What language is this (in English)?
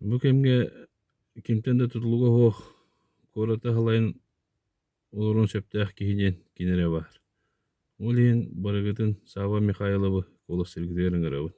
Yakut